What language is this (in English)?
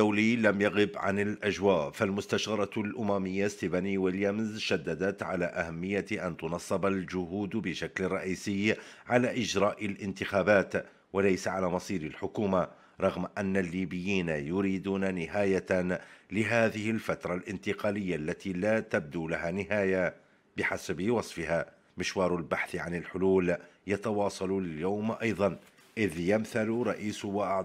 Arabic